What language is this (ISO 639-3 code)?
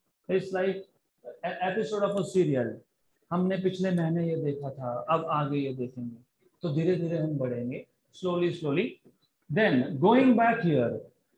hin